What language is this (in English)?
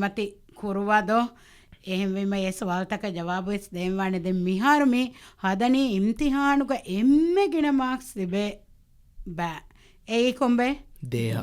Divehi